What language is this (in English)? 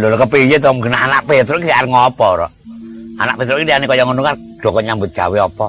Javanese